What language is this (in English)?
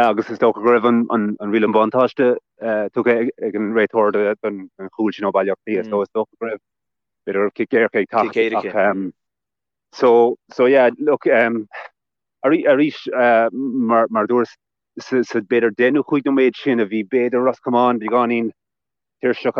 Irish